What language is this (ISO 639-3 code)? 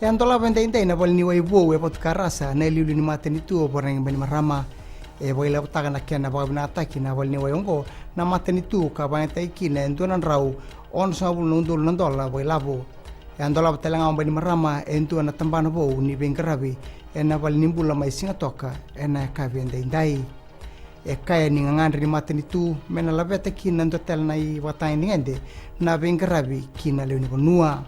fij